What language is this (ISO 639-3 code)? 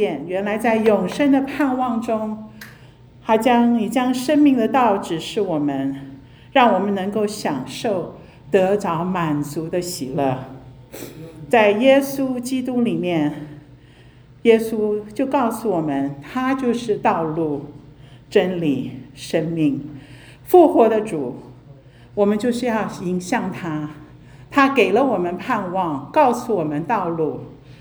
zho